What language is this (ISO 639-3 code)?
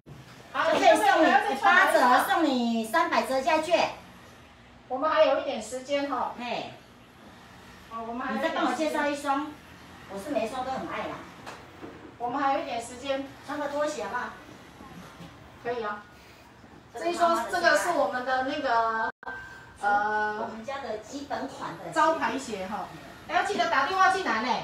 zho